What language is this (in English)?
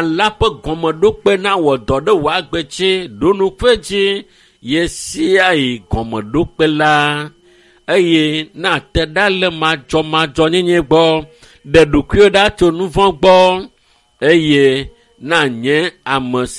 Ewe